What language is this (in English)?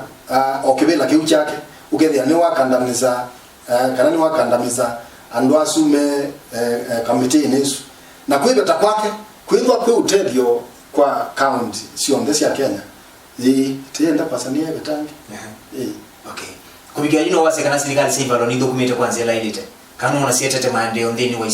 Kamba